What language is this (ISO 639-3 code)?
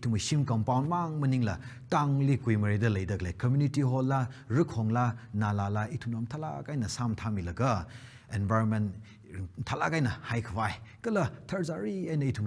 nmf